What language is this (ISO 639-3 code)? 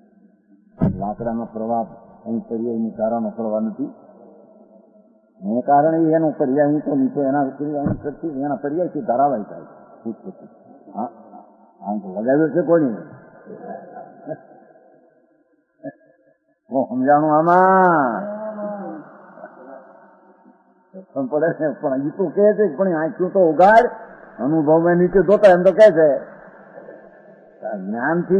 guj